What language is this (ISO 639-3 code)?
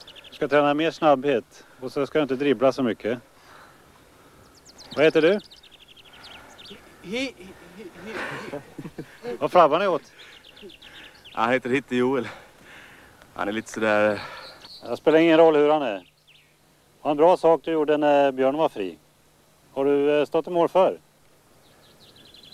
swe